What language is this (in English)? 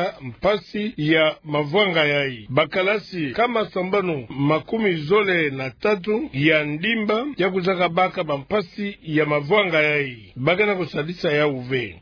Kituba (Democratic Republic of Congo)